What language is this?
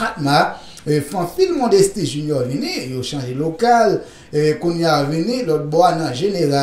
Haitian Creole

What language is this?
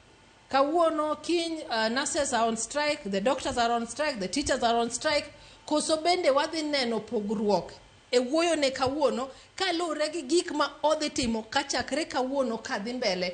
Luo (Kenya and Tanzania)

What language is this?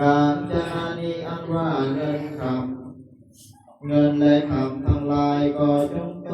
Northeastern Thai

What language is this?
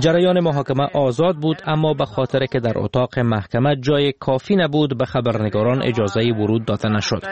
Persian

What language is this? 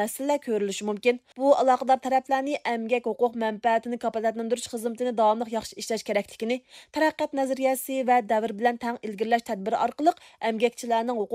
Uyghur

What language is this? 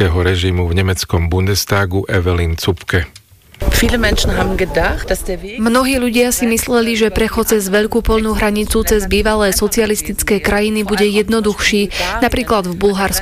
Slovak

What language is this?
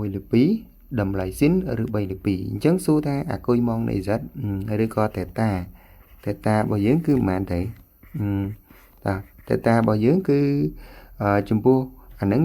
Khmer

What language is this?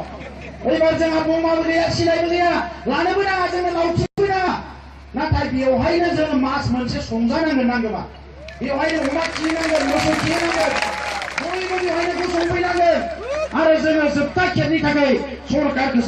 Bodo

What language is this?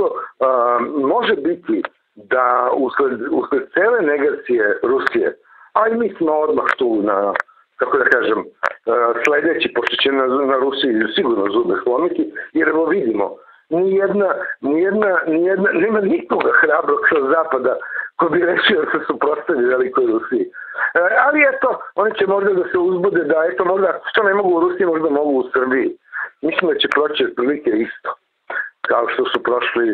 Serbian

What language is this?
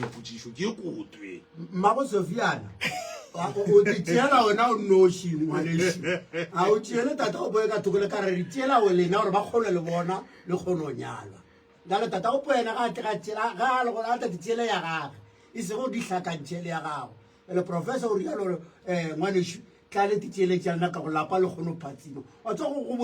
Northern Sotho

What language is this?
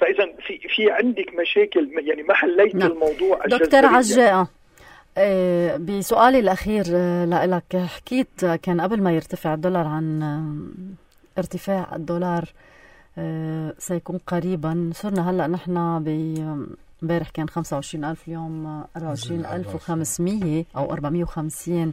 North Levantine Arabic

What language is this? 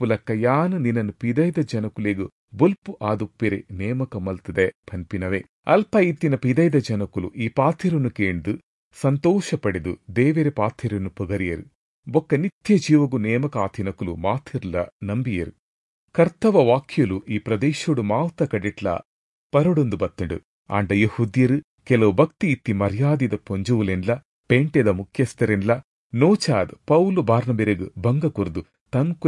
Tulu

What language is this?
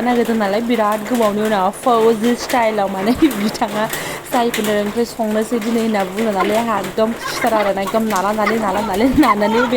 Bodo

